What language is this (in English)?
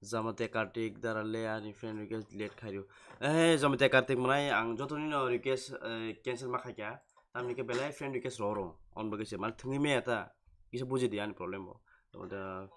Kok Borok